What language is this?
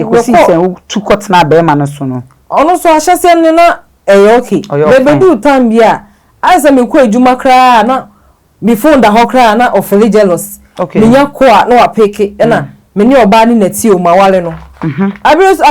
Akan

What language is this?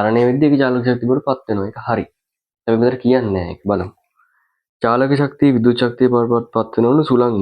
Sinhala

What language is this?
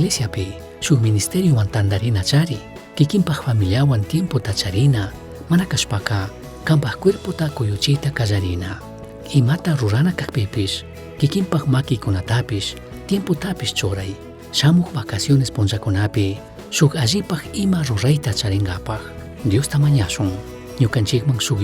Chimborazo Highland Quichua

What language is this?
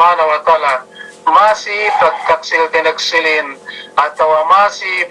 Yakan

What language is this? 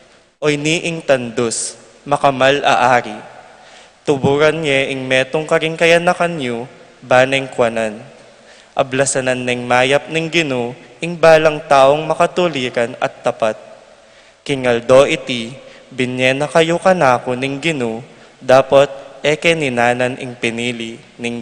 Pampanga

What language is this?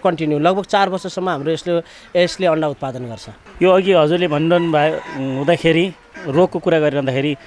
Nepali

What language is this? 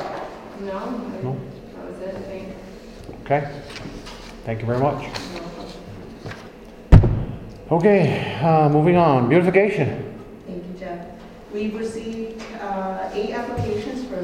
English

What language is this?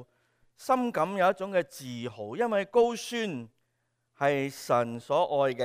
Cantonese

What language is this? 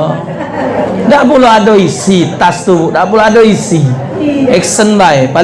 Musi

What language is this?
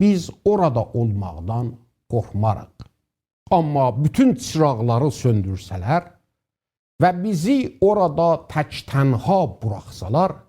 South Azerbaijani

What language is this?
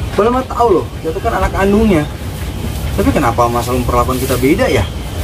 Betawi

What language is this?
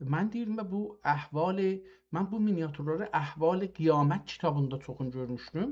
South Azerbaijani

